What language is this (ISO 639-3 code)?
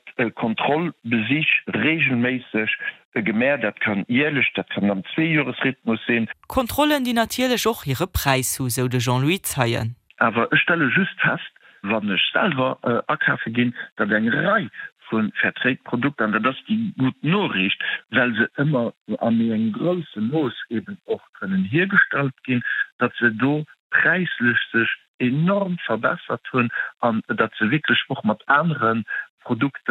ltz